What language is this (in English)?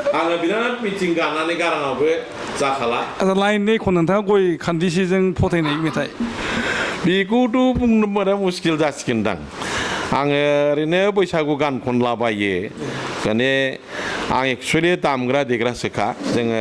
Bodo